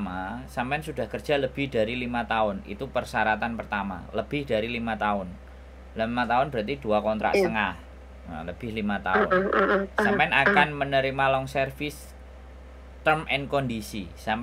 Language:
Musi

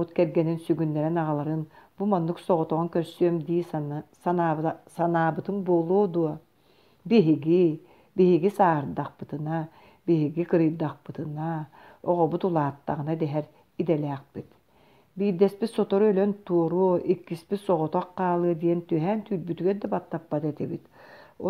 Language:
Yakut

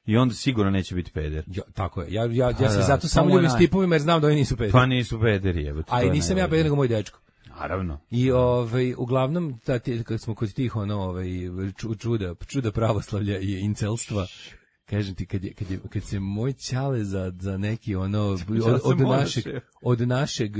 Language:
Serbian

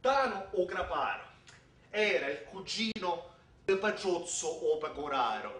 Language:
Sicilian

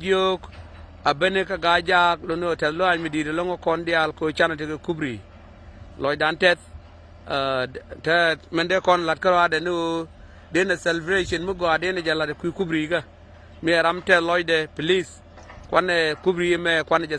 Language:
Nuer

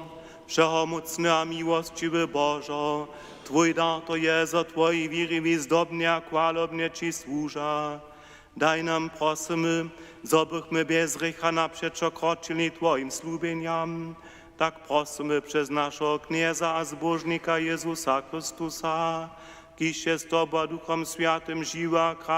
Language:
Upper Sorbian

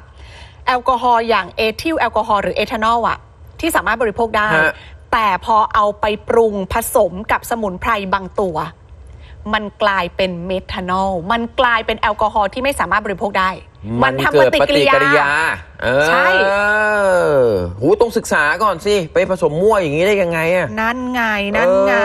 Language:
Thai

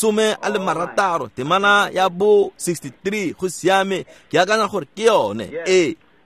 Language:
Tswana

